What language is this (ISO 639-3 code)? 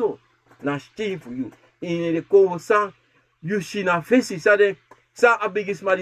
srn